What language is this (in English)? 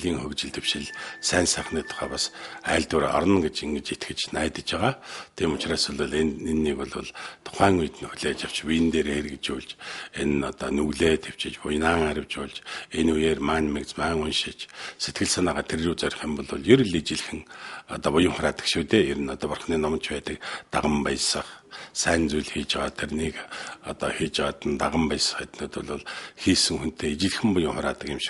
Mongolian